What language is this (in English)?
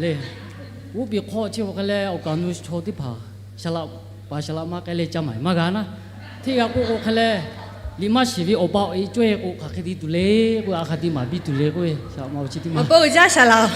Lahu